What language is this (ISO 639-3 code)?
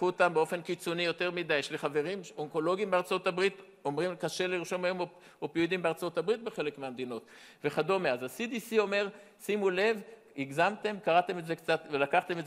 heb